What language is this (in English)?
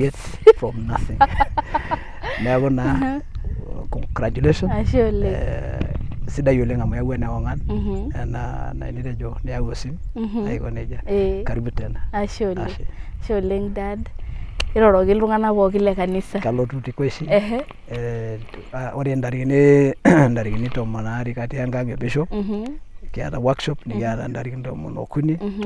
Masai